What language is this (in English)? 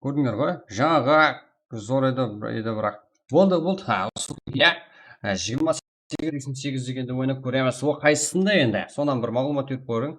Kara-Kalpak